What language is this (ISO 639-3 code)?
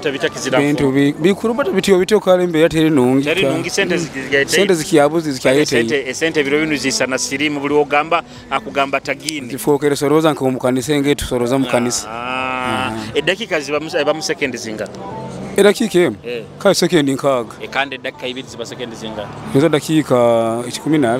nyo